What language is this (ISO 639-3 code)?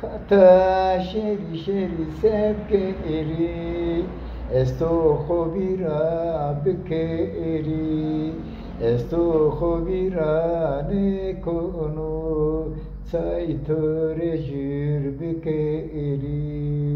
zza